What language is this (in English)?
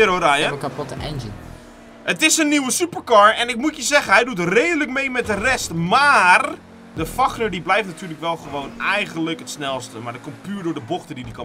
Dutch